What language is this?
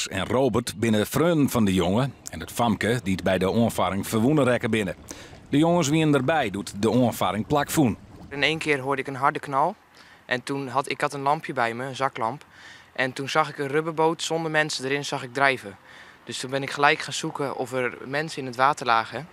Western Frisian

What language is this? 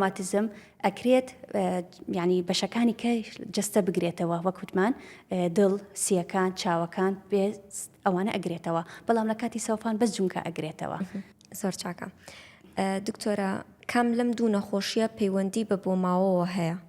Central Kurdish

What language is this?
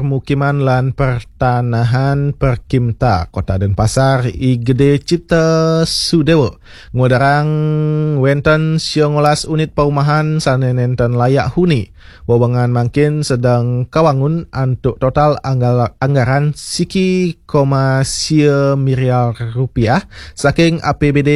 Balinese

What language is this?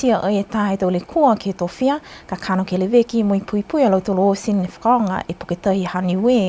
Niuean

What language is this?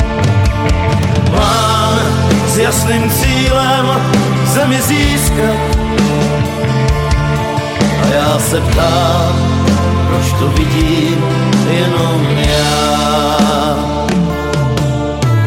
Czech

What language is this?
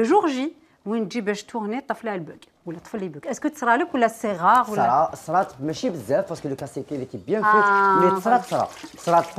Algerian Arabic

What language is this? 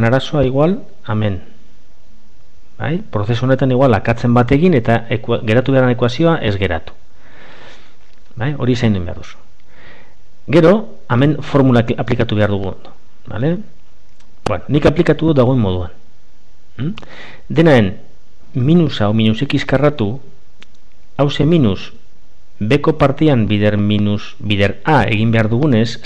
Basque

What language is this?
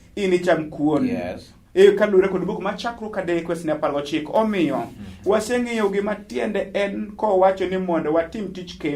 Luo (Kenya and Tanzania)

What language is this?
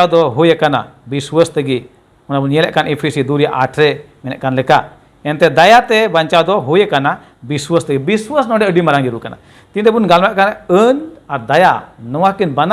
Santali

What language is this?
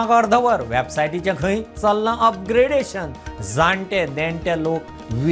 Konkani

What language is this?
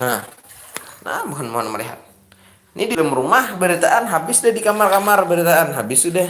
Banjar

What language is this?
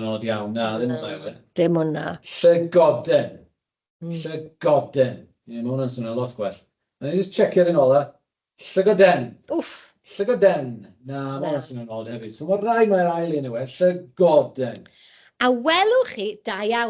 Welsh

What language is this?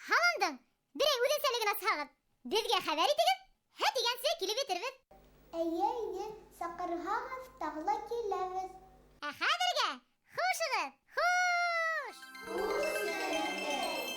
Bashkir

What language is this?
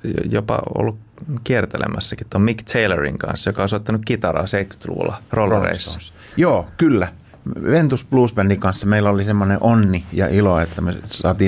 Finnish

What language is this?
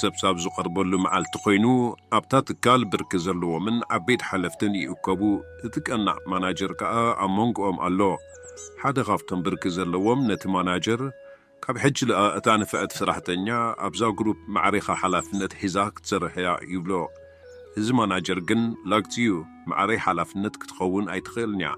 Tigrinya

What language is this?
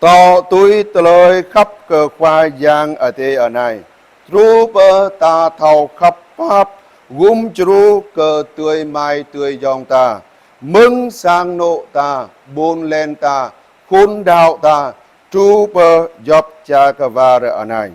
Jarai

